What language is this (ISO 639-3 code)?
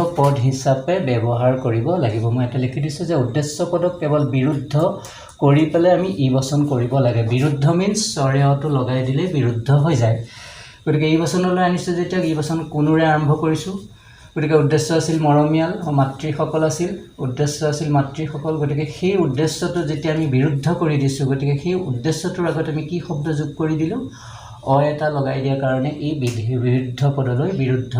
asm